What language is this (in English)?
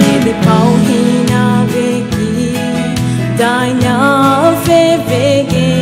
Poumei Naga